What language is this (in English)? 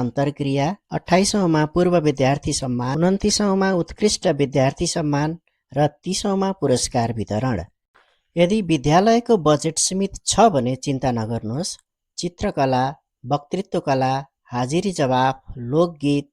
Nepali